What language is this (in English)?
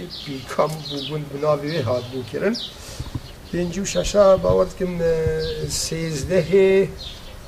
Kurdish